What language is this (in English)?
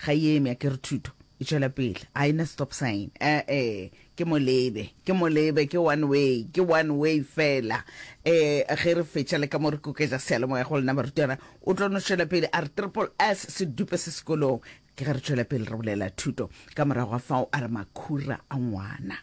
Northern Sotho